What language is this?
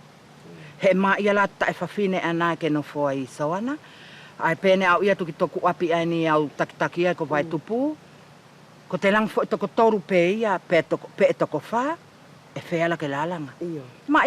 Wallisian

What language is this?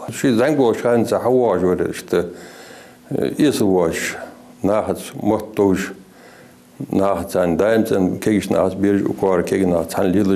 Ingush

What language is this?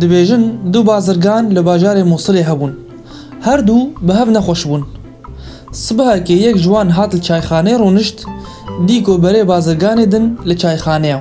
Kurdish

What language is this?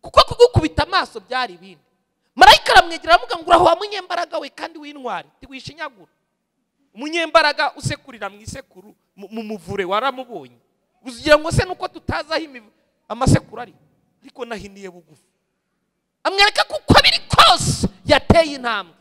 Kinyarwanda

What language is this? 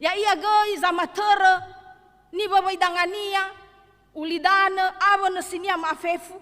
Nias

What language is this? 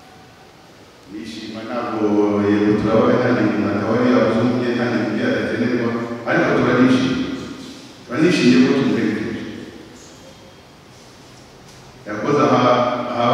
Kinyarwanda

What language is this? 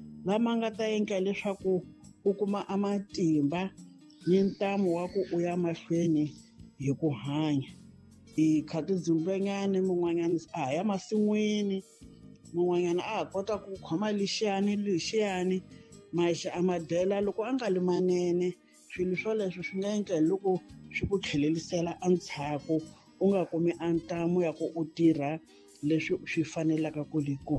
Tsonga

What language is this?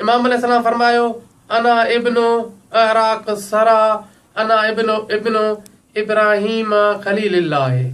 Sindhi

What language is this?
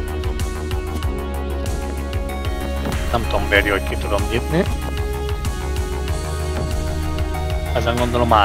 Hungarian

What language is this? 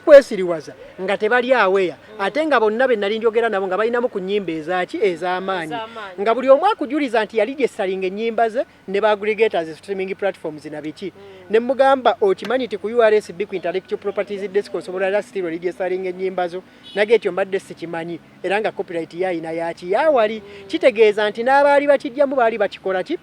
Ganda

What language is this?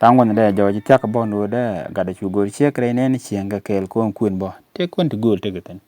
Nuer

